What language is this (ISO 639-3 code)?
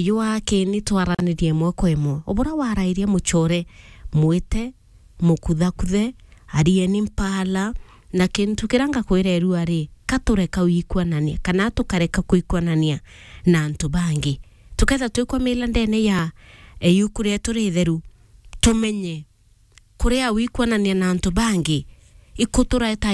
mer